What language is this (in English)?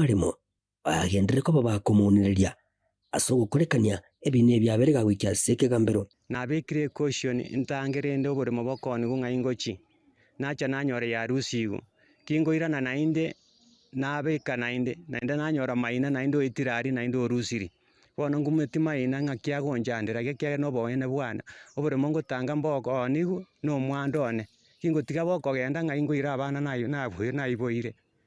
Gusii